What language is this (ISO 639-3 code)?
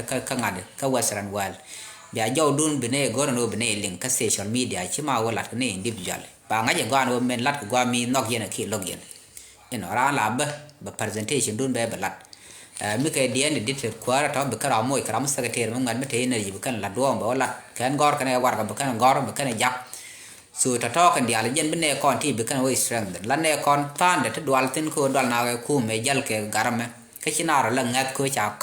nus